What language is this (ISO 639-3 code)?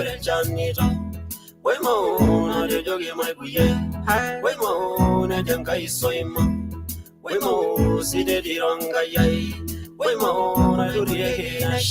mas